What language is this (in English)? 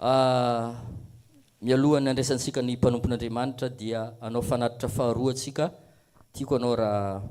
Malagasy